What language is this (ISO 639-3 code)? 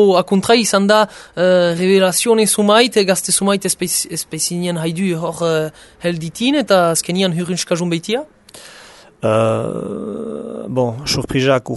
eus